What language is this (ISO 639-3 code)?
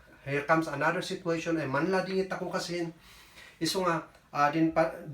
kne